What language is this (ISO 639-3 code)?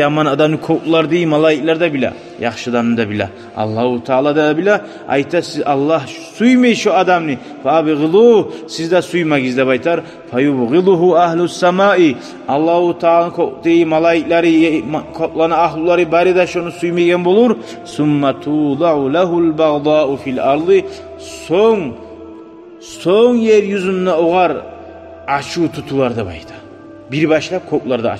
kum